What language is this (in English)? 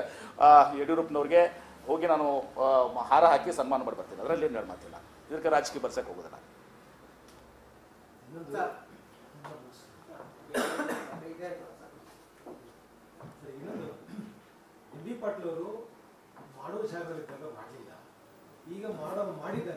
Kannada